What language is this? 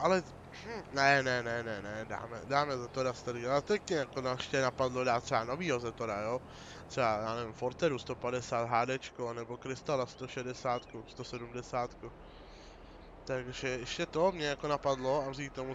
Czech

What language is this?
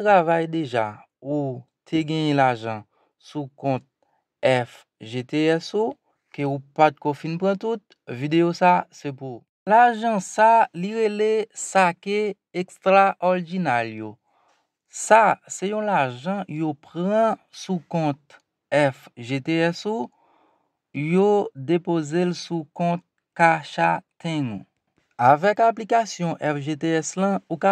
Haitian Creole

